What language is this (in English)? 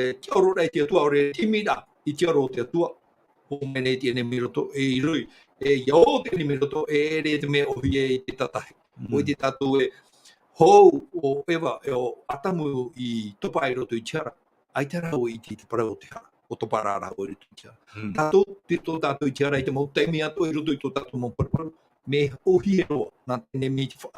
Tahitian